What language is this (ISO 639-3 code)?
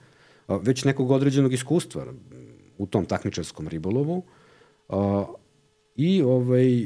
srp